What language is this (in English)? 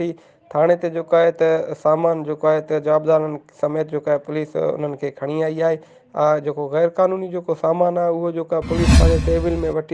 Sindhi